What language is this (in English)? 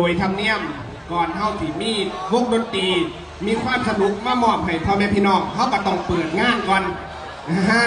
Northeastern Thai